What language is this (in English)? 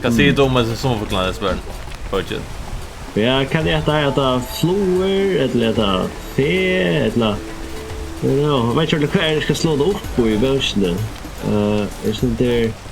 Faroese